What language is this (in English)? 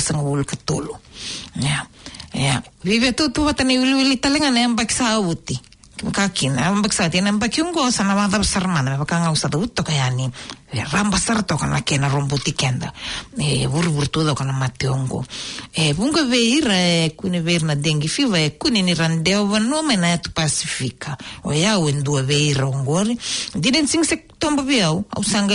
Fijian